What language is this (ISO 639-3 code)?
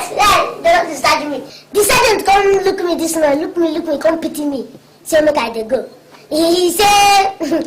pcm